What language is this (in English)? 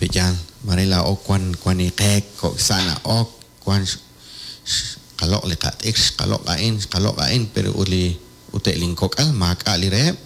Kekchí